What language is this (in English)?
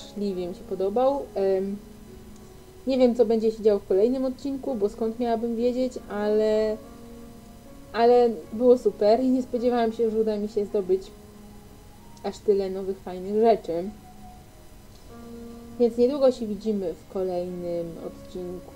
Polish